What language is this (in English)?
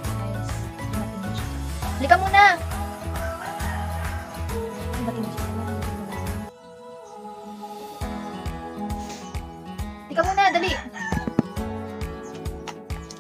Filipino